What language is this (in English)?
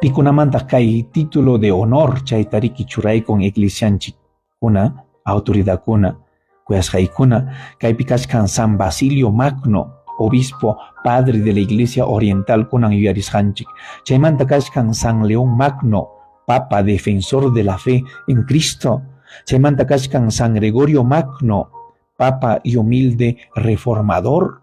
Ayacucho Quechua